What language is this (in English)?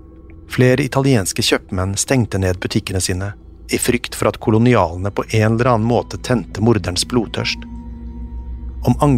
Norwegian